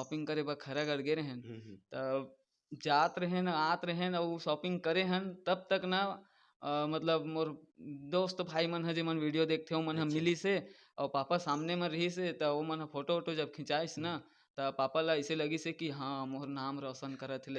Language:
Chhattisgarhi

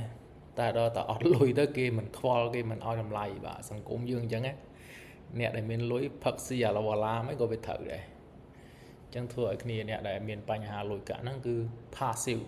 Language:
Khmer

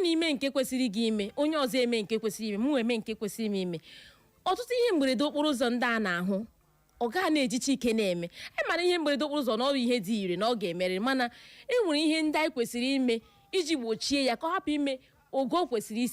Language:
Igbo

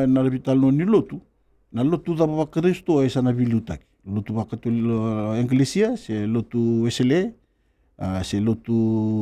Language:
Fijian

